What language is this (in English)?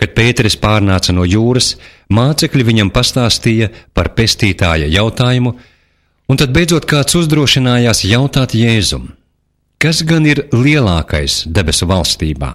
Latvian